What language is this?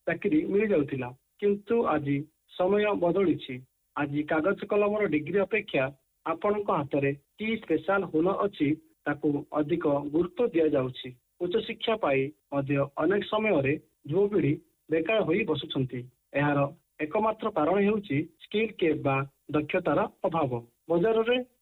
Odia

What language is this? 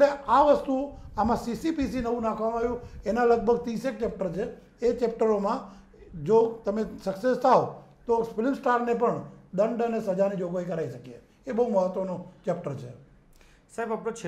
Gujarati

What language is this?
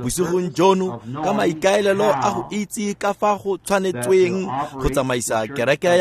Tswana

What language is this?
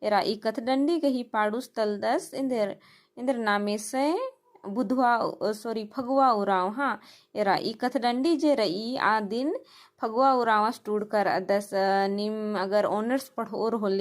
Kurukh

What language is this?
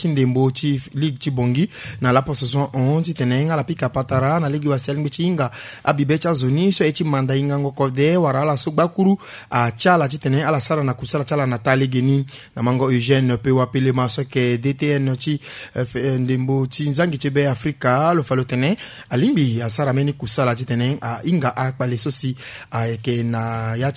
Sango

